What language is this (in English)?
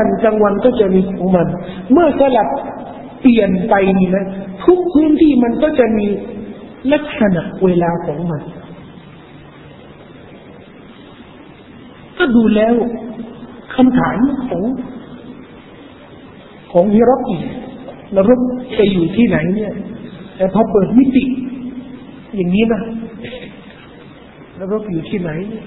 Thai